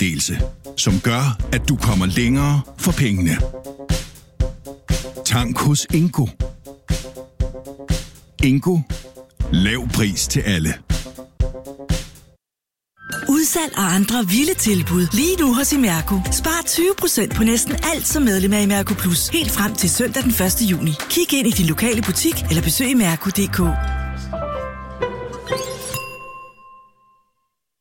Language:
Danish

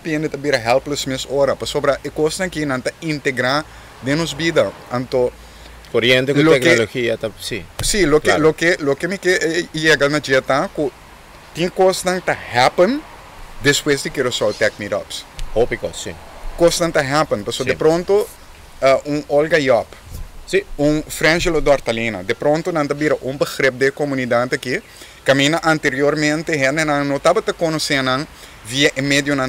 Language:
Papiamento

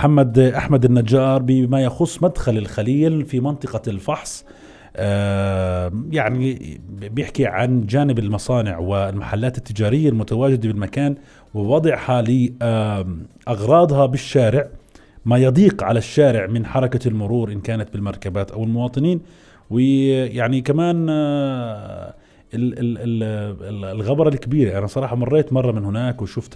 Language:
North Levantine Arabic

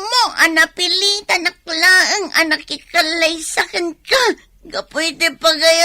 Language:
Iloko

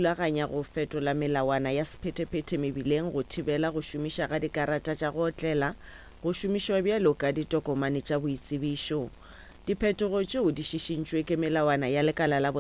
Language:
Northern Sotho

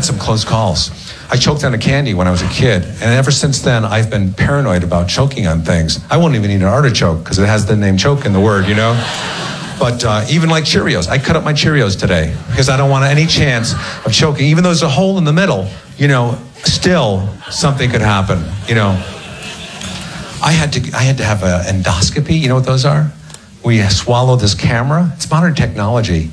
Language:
English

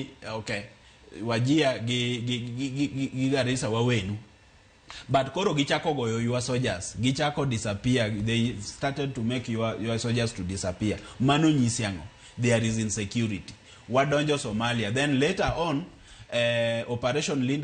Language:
Luo (Kenya and Tanzania)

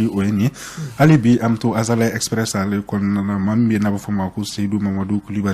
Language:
Bambara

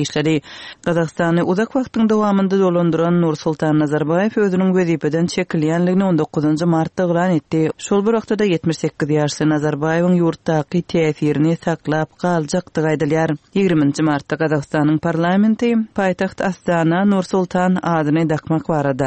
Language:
Turkmen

